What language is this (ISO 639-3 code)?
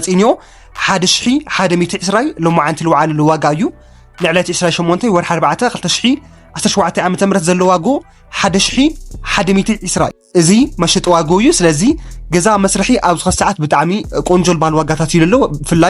tir